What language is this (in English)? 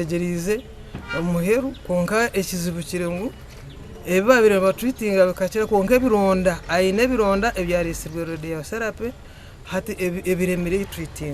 Nyankole